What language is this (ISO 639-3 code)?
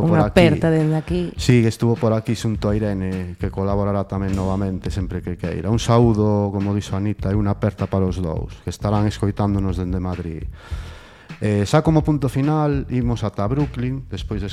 glg